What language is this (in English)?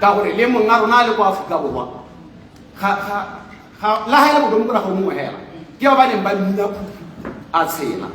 Tswana